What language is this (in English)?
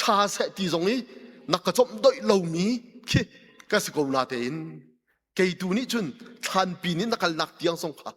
Hakha Chin